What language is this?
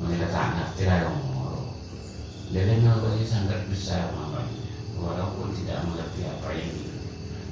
Madurese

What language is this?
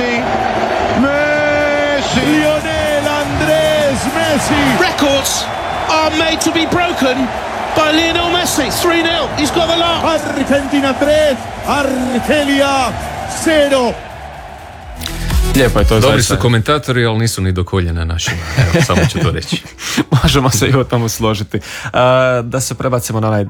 Croatian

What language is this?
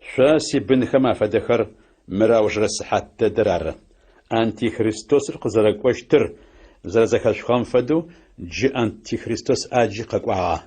Adyghe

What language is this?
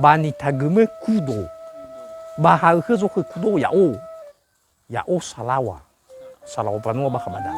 Nias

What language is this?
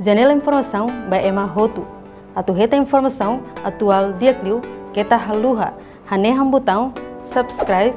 Tetum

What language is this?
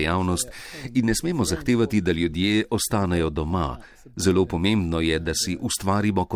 Slovenian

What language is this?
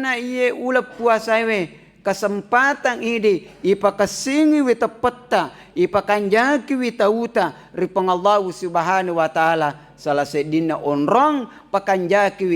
Buginese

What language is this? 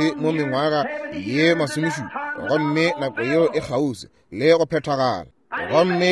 Northern Sotho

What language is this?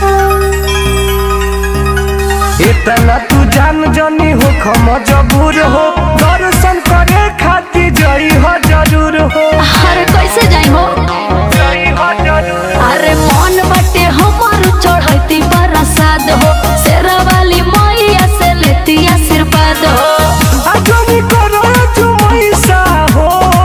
Bhojpuri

